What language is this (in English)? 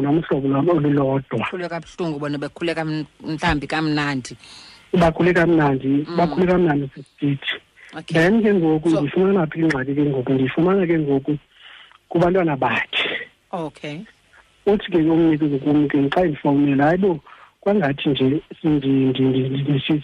Xhosa